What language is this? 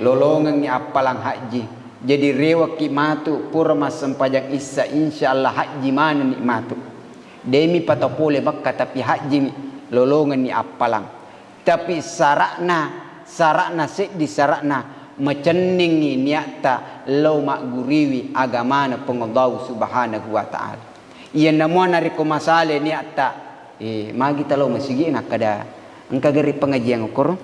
Buginese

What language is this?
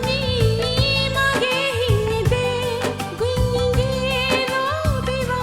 Divehi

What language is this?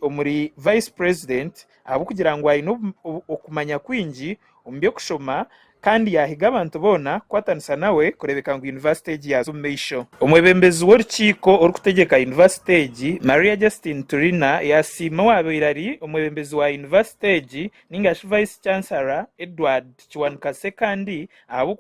Nyankole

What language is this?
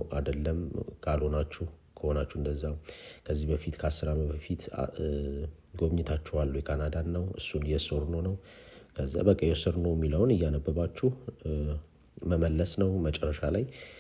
Amharic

